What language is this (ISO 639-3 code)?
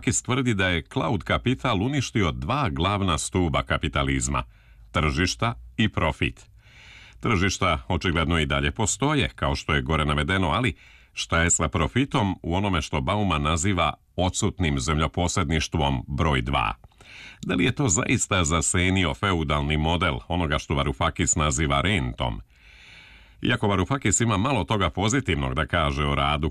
srp